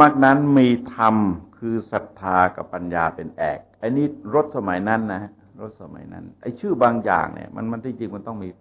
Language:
Thai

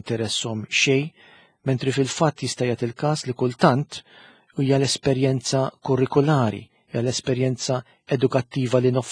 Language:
Maltese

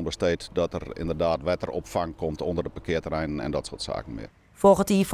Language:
Western Frisian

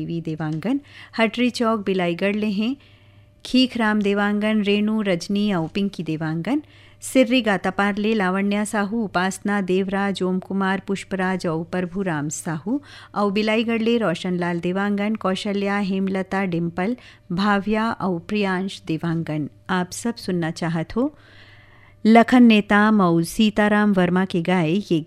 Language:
Chhattisgarhi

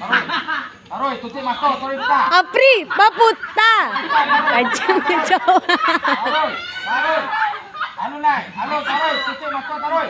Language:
Minangkabau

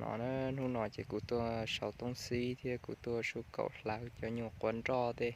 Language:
Hmong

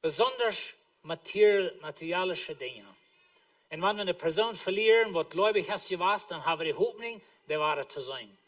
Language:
Plautdietsch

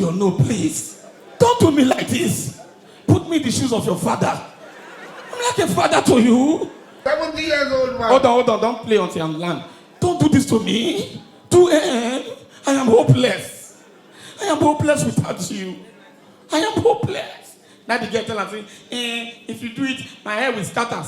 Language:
Nigerian Pidgin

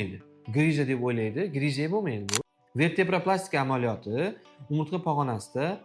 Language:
Uzbek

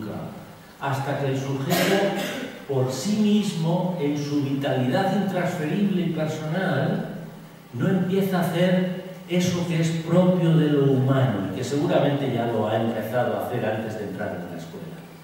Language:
Spanish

